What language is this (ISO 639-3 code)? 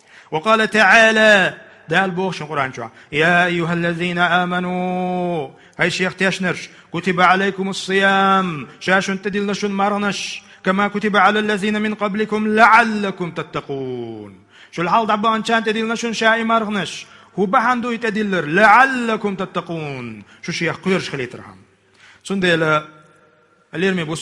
che